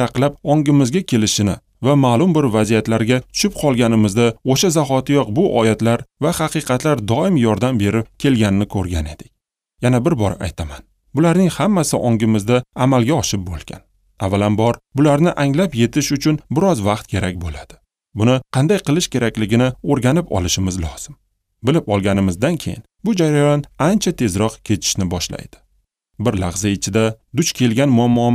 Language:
Uzbek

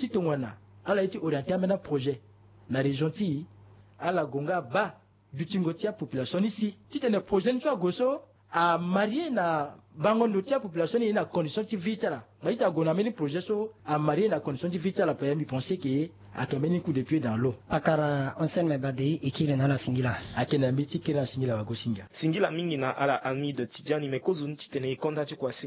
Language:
Sango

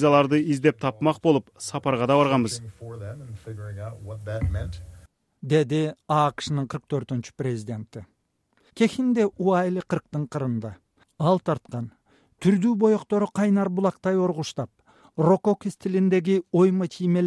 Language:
Kyrgyz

